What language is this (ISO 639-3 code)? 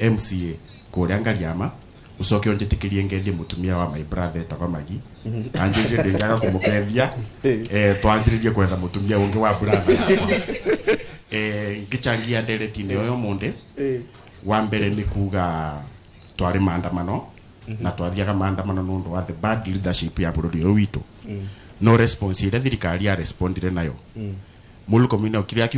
kik